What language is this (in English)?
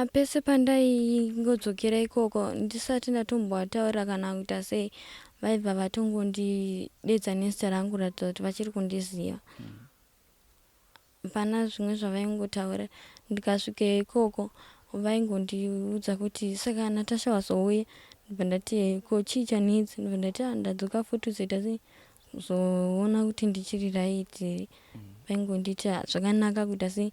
Shona